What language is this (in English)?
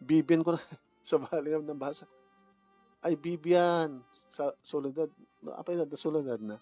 Iloko